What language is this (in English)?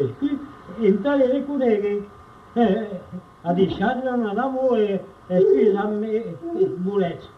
Occitan